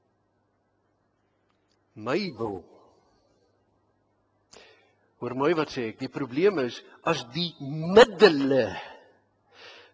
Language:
Afrikaans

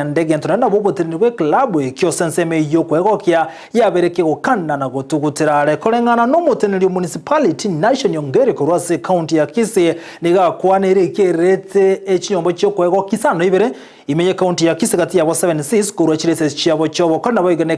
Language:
Gusii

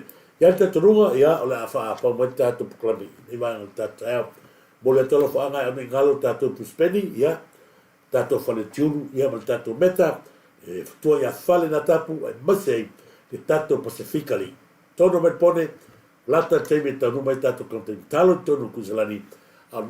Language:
Samoan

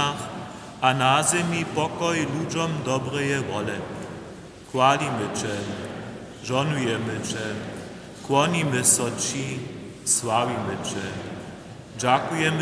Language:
Upper Sorbian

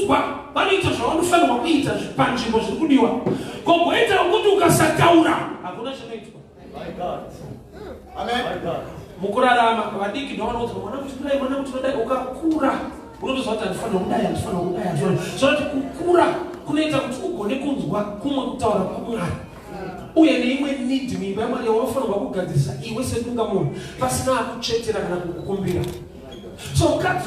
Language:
Shona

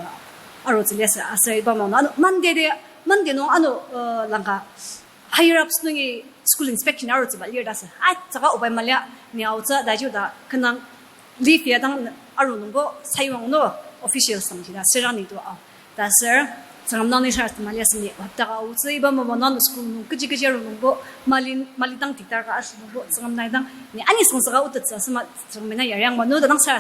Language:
Ao Naga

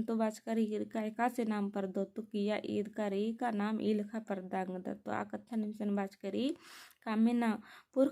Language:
Kurukh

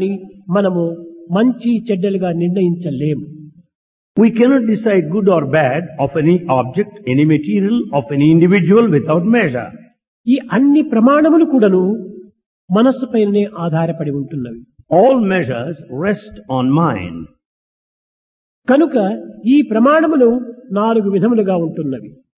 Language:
Telugu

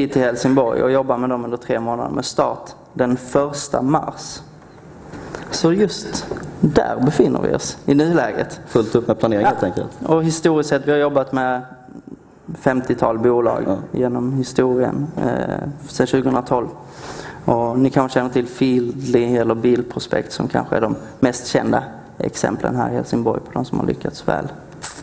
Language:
Swedish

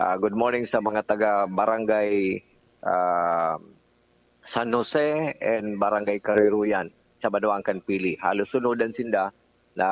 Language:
Bikol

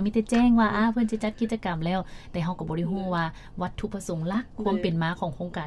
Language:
Lao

